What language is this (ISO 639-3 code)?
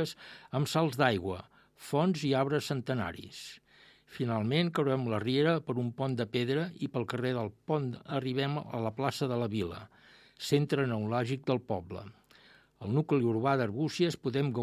cat